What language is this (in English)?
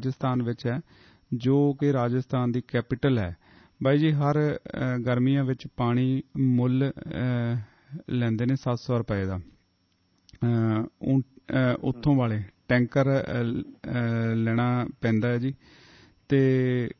Punjabi